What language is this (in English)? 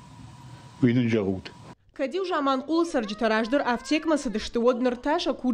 Ossetic